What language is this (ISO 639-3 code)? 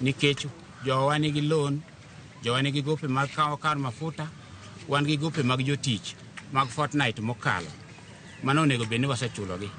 luo